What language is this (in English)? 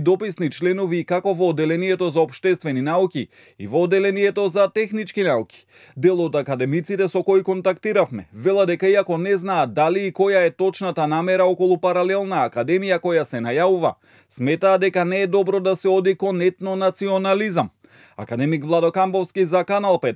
Macedonian